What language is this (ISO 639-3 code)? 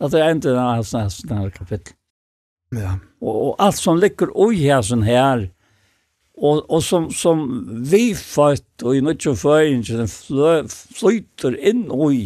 fao